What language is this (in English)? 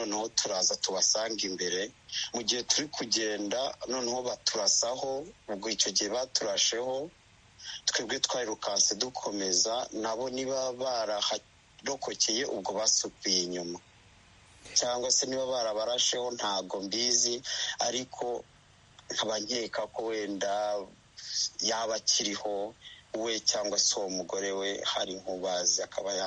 Kinyarwanda